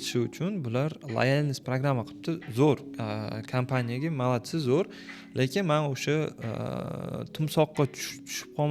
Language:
Uzbek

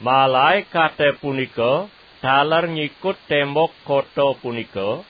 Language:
Balinese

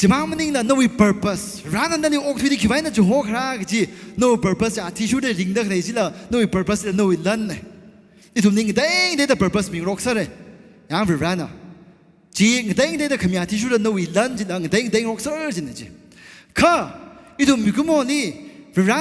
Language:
Tangkhul Naga (India)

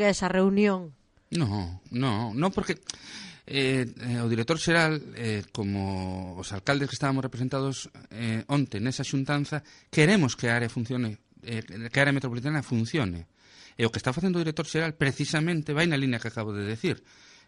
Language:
Galician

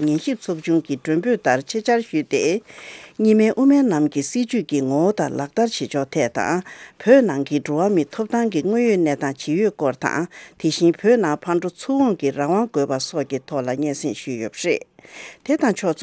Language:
Tibetan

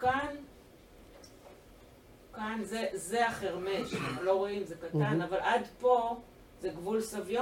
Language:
Hebrew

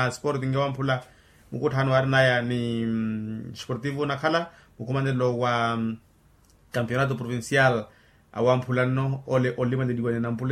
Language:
Makhuwa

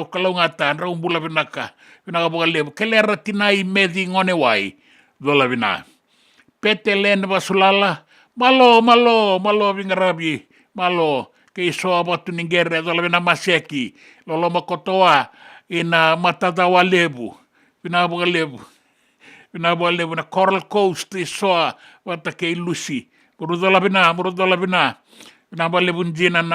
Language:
Fijian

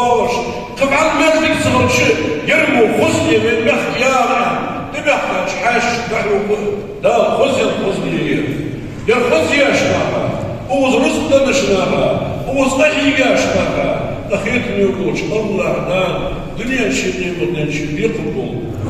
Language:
Ingush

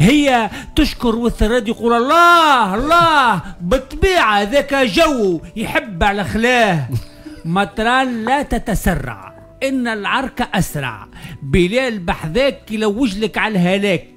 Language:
Tunisian Arabic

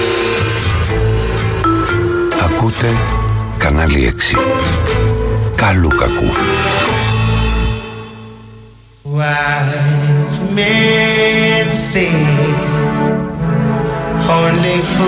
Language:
Greek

